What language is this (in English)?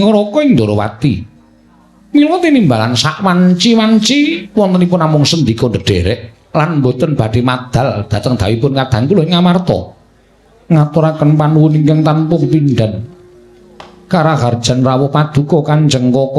Javanese